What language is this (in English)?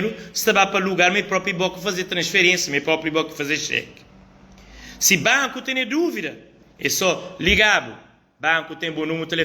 Kabuverdianu